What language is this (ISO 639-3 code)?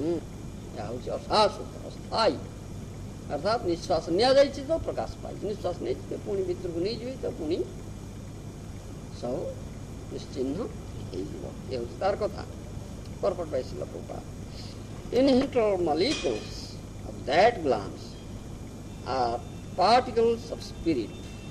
ori